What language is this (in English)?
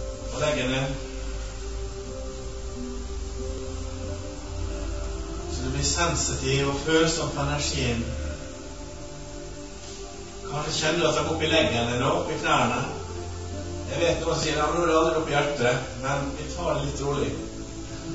Norwegian